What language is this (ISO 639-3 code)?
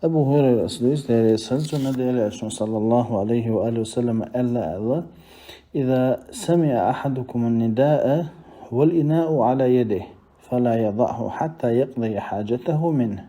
che